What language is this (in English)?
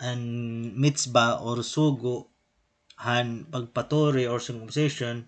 Waray